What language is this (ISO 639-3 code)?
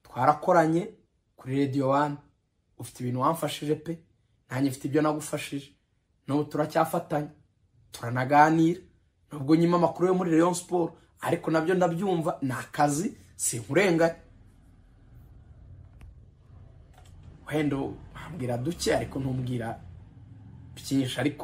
kin